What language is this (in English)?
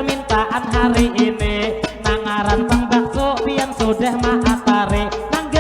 Banjar